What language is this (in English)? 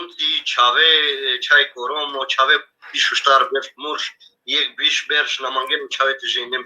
Balkan Romani